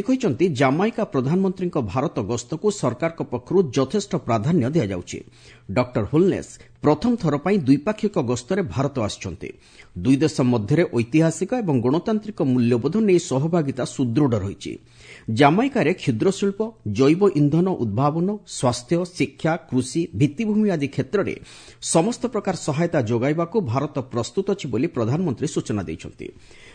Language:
Odia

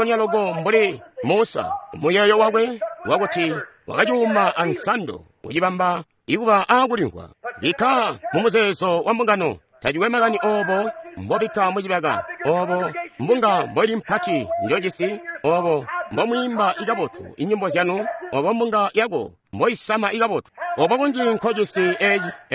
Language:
Tonga (Zambia)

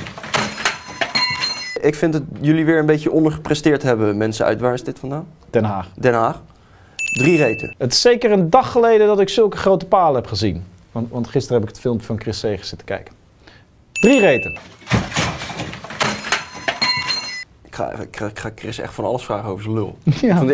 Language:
Dutch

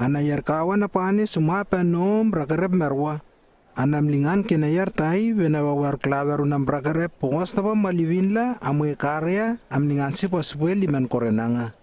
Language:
Lewo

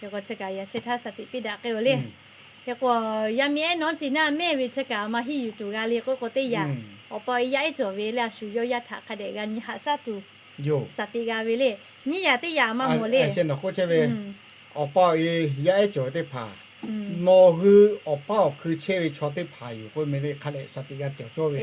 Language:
Lahu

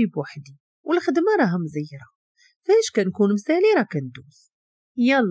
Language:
Moroccan Arabic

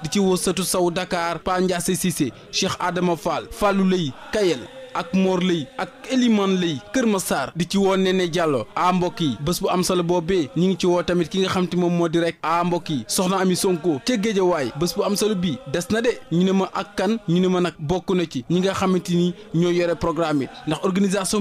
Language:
Wolof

